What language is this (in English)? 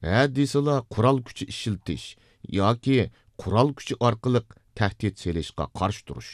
Uyghur